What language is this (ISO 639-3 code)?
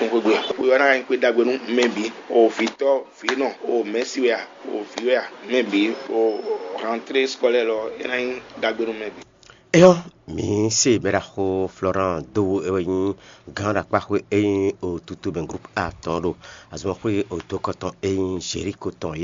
fon